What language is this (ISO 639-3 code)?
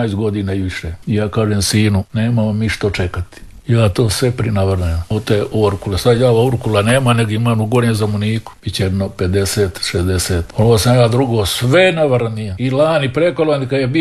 hrv